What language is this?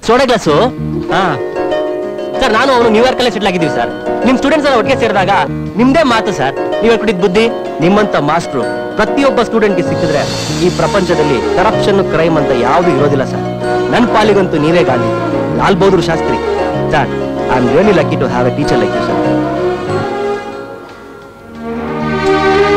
Kannada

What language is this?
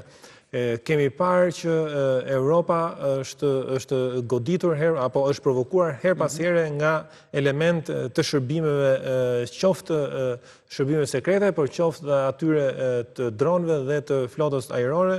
Albanian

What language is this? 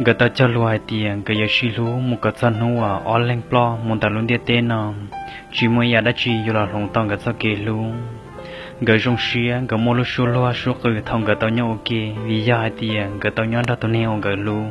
Hmong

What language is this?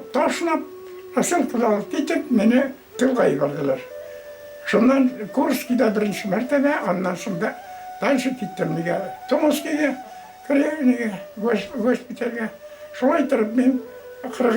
Bashkir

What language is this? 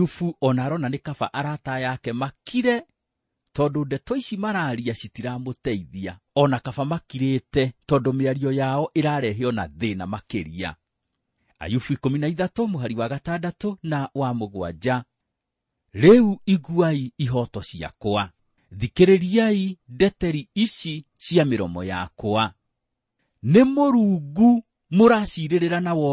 Kikuyu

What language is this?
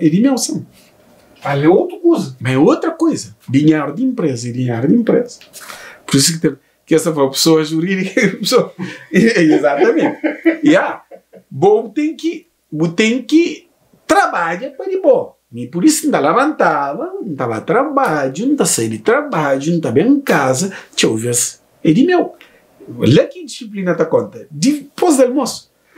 Kabuverdianu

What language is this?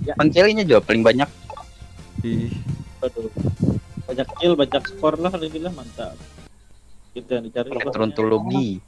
Banjar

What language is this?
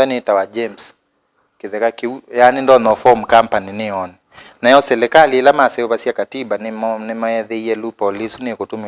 Kamba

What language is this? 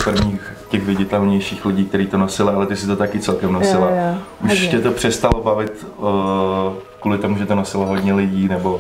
Czech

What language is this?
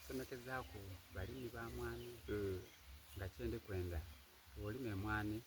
Soga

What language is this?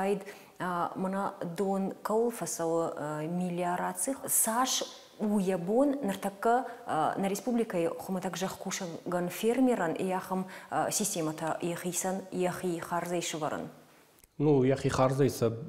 Ossetic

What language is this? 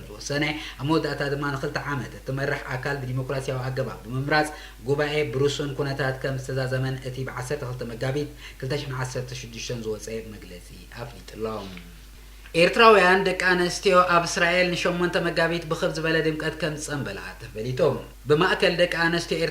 Tigrinya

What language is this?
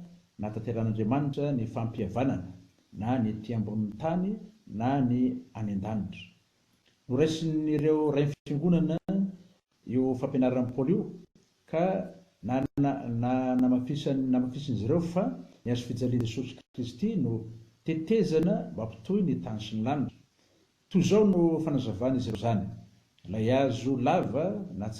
Malagasy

